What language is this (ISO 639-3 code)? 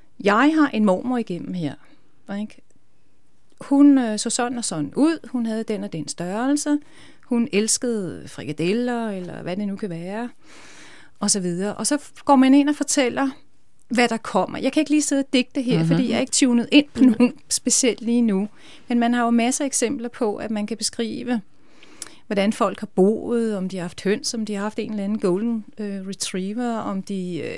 dan